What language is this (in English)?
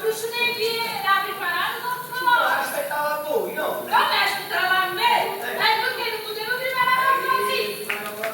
Neapolitan